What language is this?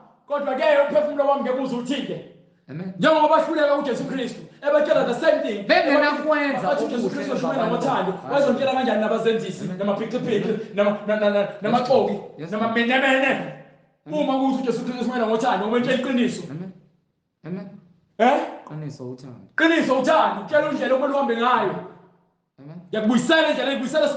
Zulu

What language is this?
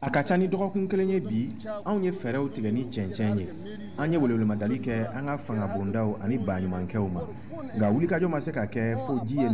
Bambara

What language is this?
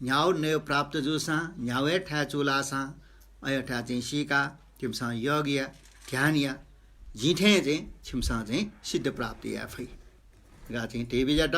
Newari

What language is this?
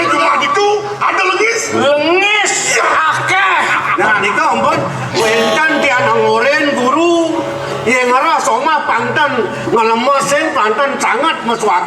Balinese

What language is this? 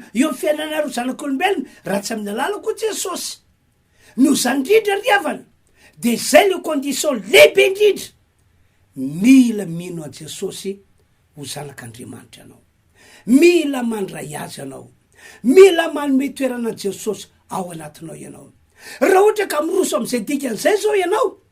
Malagasy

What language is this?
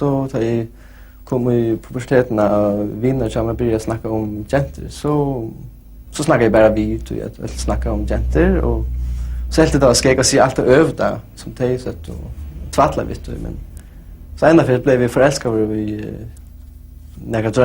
Faroese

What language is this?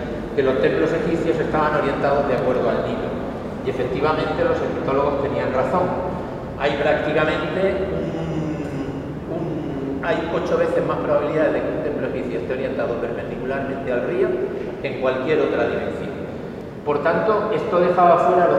Spanish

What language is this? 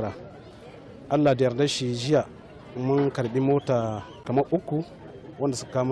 Hausa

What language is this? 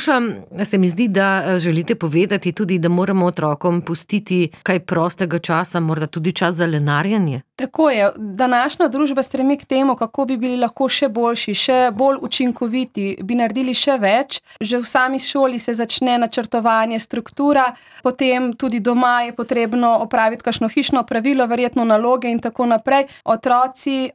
Slovenian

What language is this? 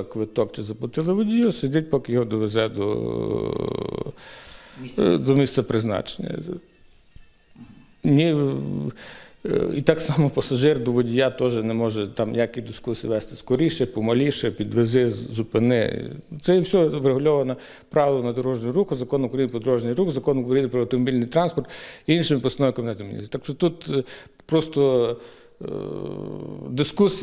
Ukrainian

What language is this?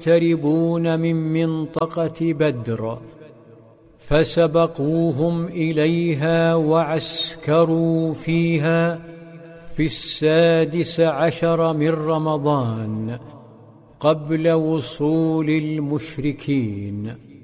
Arabic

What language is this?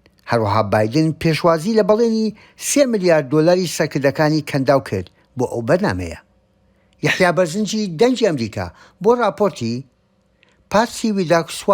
Central Kurdish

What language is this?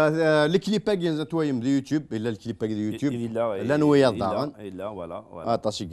Kabyle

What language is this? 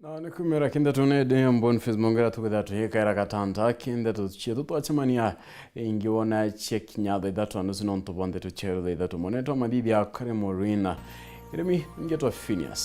Meru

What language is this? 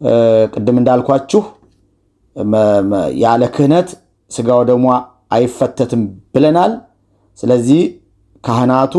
Amharic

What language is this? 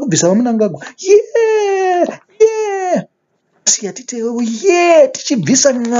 Shona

